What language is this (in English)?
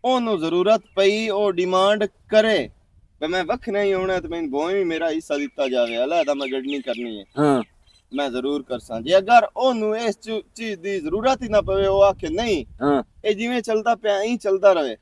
Western Panjabi